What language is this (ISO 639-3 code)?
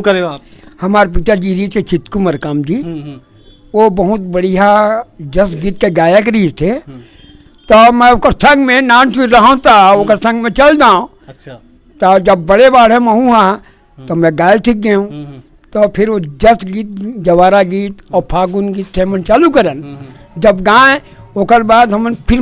hne